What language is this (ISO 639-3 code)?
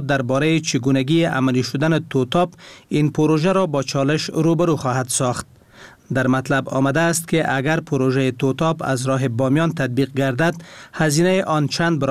fas